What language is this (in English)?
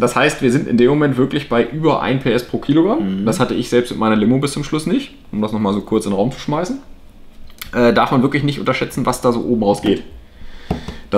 German